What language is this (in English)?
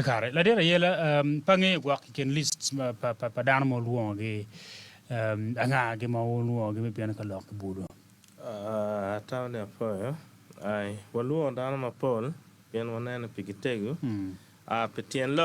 Acoli